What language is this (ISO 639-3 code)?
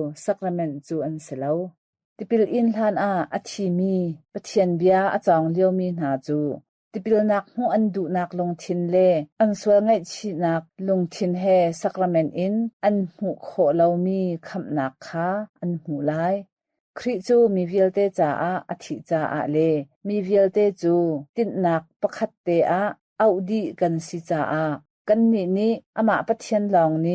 cnh